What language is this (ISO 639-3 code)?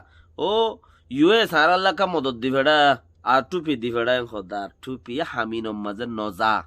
rhg